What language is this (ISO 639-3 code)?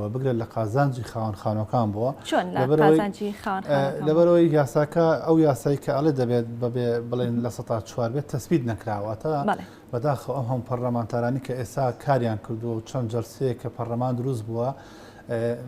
ckb